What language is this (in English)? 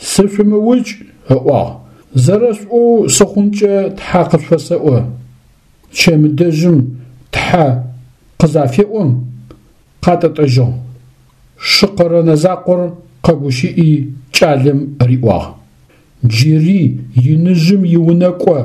Adyghe